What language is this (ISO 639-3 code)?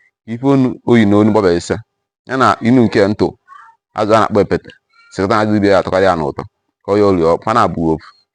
ibo